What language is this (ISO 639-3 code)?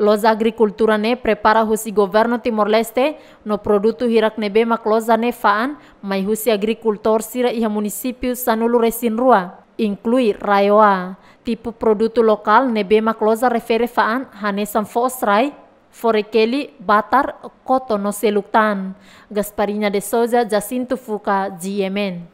tet